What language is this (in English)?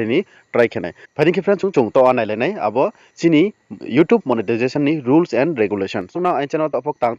Riang (India)